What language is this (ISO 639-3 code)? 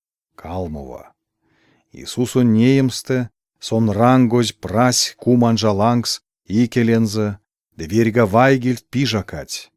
myv